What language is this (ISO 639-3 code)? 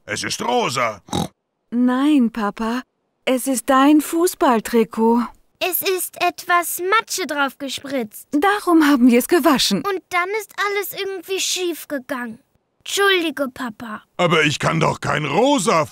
deu